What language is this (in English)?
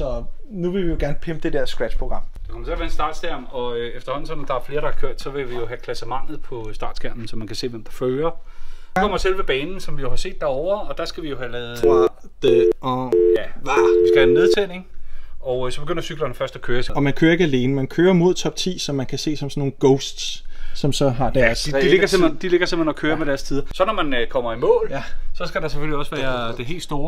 Danish